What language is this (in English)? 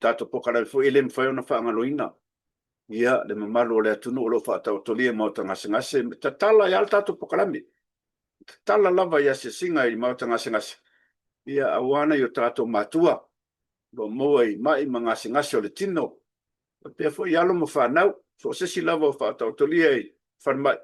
Samoan